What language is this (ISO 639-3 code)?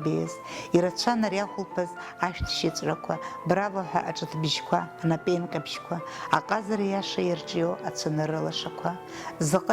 abk